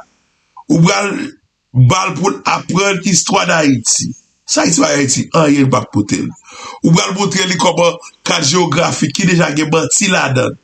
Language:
Haitian Creole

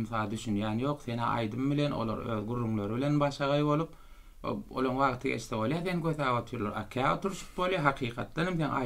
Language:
Turkmen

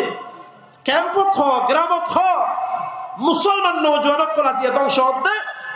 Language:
Rohingya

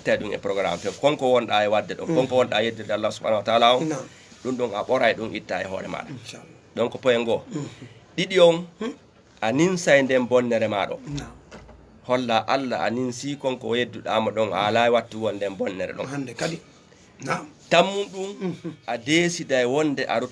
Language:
Fula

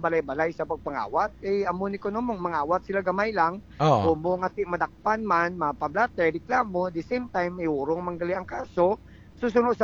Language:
Hiligaynon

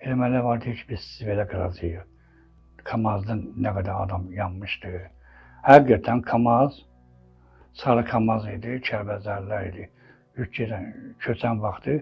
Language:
Azerbaijani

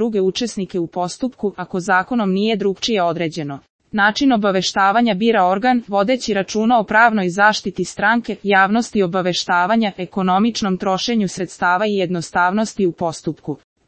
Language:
Serbian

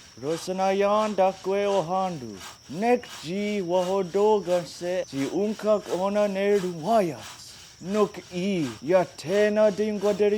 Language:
Mohawk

